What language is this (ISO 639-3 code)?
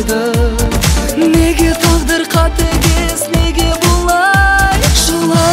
kaz